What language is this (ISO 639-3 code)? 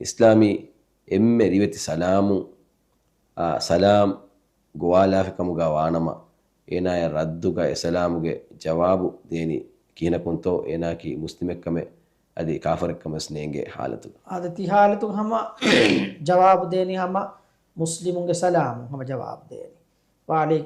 div